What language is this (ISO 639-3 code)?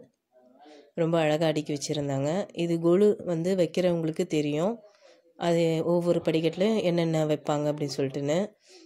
tam